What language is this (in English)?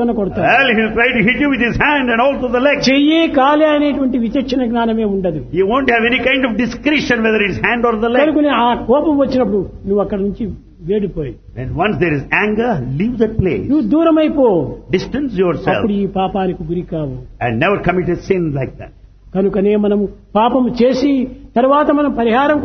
Telugu